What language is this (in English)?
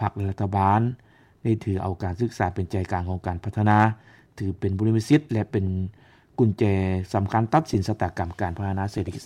Lao